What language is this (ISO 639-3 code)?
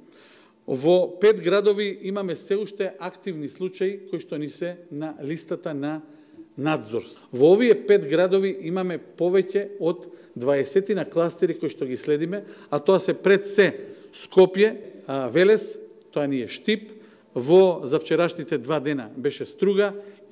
mkd